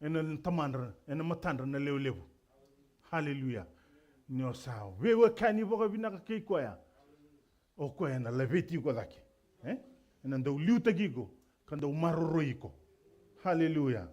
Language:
Fijian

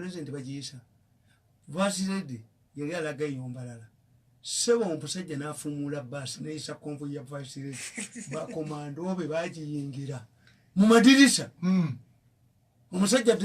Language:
Ganda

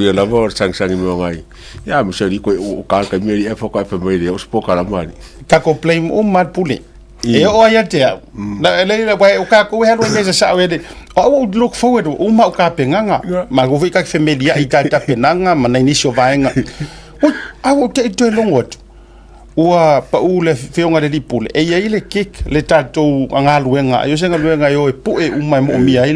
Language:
Samoan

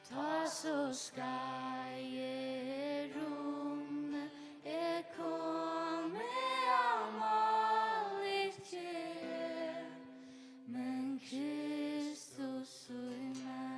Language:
Faroese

